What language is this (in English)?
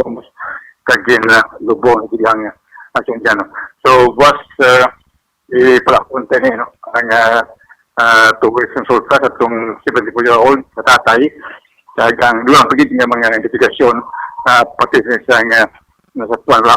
Hiligaynon